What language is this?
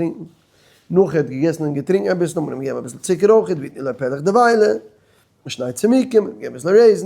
Yiddish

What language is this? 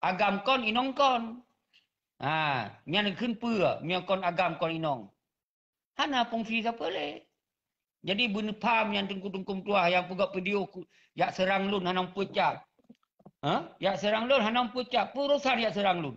Achinese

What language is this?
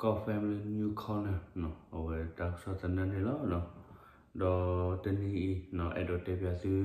S'gaw Karen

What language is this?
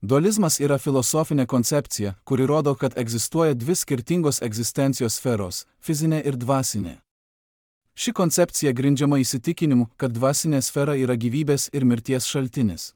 Lithuanian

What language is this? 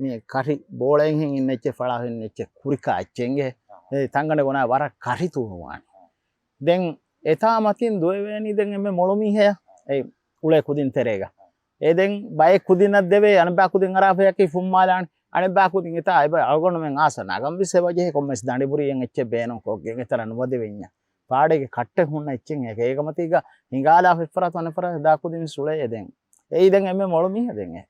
Divehi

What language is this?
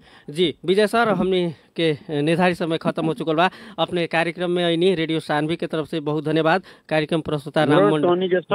Bhojpuri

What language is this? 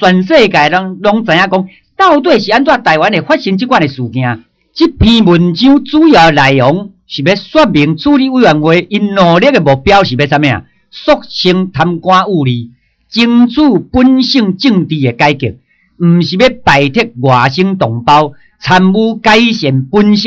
Min Nan Chinese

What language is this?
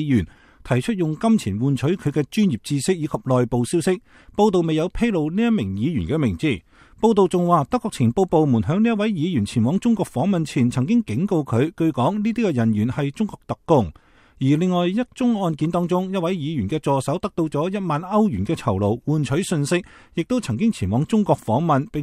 Cantonese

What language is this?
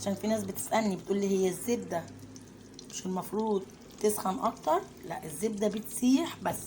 Egyptian Arabic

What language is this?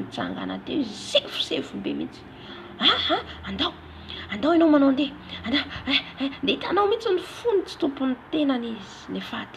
Malagasy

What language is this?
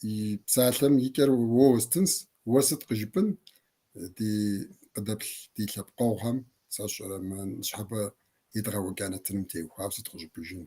Kabardian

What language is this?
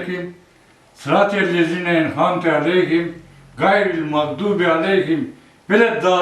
Crimean Tatar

